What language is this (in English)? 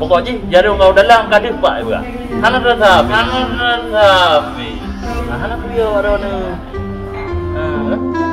Achinese